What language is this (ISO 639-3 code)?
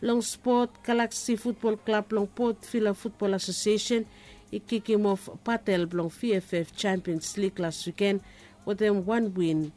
bis